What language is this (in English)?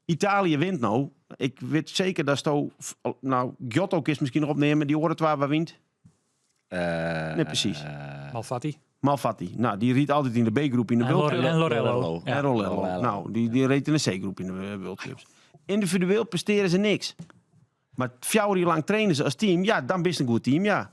Western Frisian